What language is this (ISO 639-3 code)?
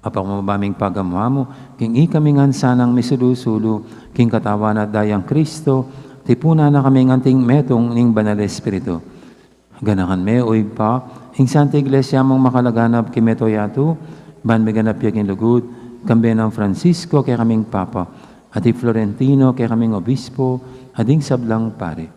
pam